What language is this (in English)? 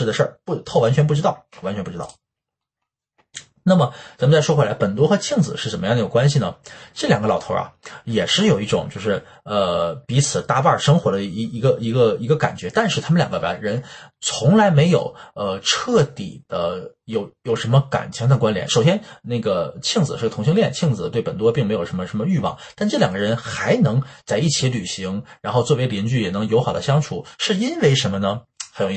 Chinese